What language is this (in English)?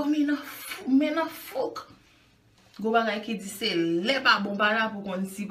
Haitian Creole